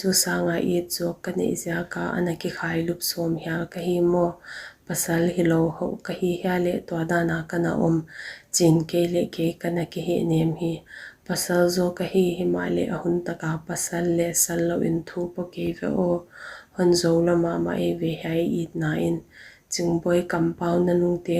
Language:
Paite Chin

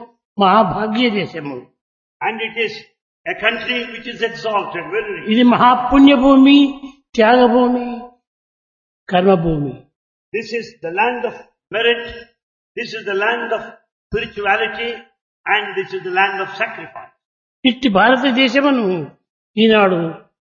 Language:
Telugu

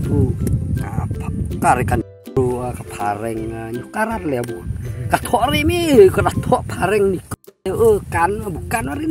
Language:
Khasi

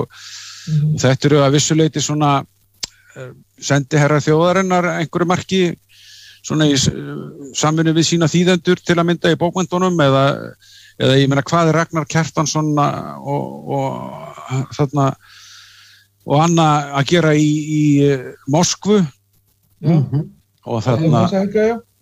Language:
Icelandic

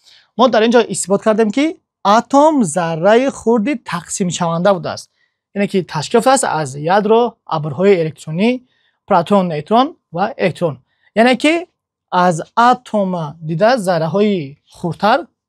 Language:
Tajik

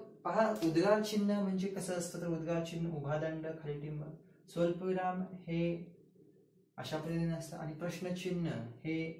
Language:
Marathi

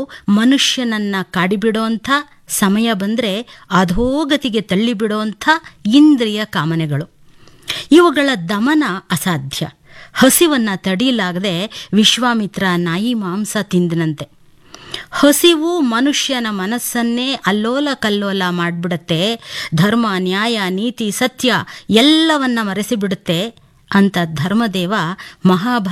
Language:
Kannada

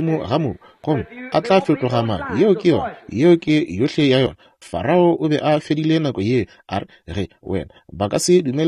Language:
Northern Sotho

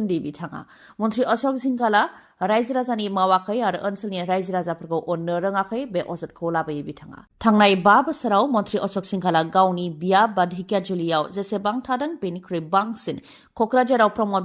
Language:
Bodo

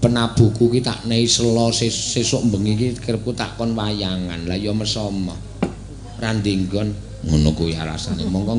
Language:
Javanese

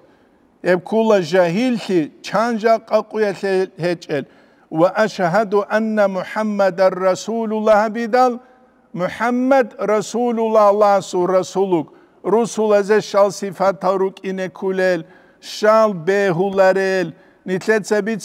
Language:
Avaric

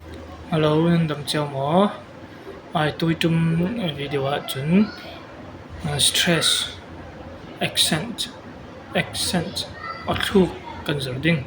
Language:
Falam Chin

